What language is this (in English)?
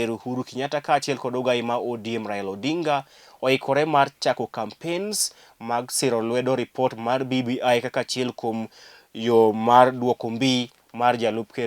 Luo (Kenya and Tanzania)